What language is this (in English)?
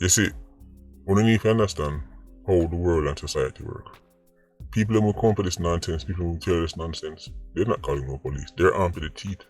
Jamaican Creole English